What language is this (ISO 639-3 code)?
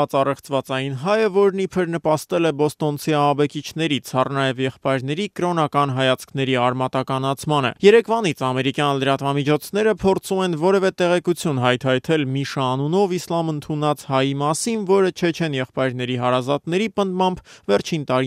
hye